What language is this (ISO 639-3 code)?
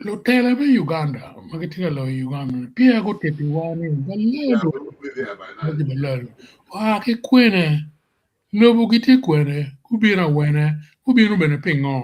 ach